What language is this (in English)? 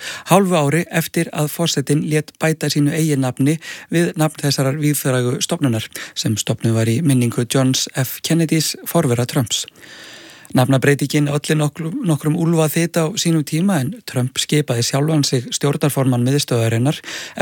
Icelandic